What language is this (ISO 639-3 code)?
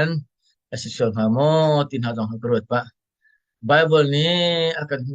cnh